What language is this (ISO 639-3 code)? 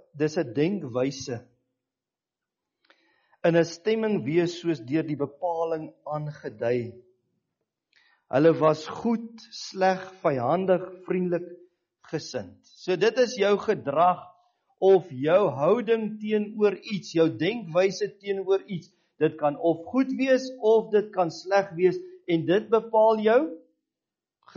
afr